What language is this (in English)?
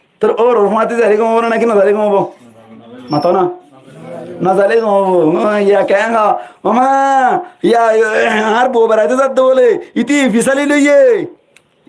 Rohingya